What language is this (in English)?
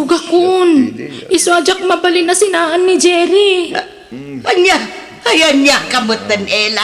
Iloko